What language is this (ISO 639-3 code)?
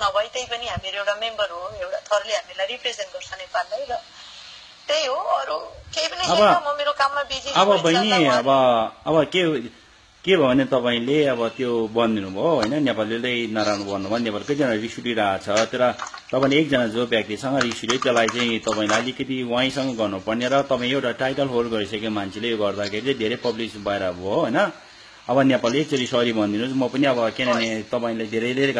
nep